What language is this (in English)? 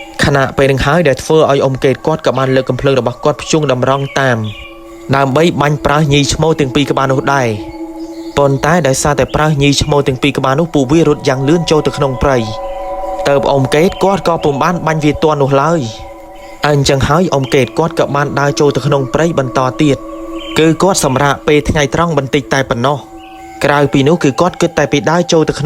Khmer